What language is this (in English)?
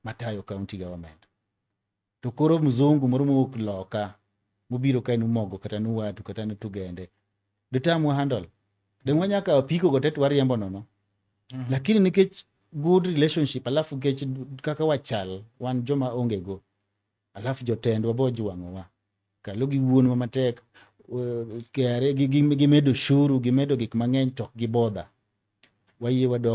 Luo (Kenya and Tanzania)